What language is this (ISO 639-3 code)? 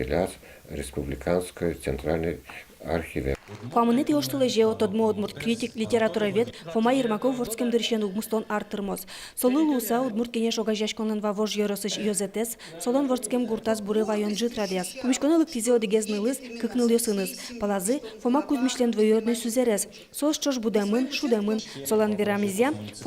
udm